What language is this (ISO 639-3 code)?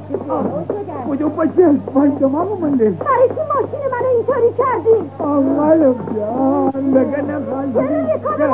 fas